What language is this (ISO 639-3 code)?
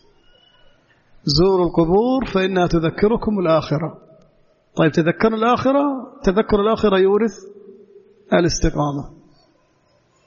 ara